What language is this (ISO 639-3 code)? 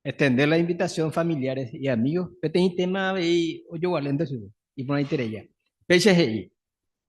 grn